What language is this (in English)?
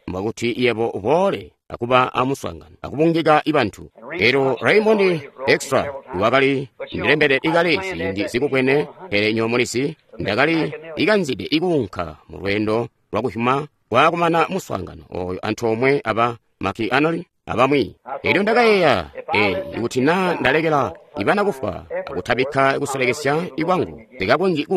Tonga (Zambia)